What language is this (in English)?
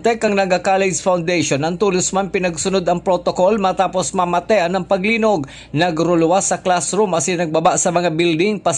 Bikol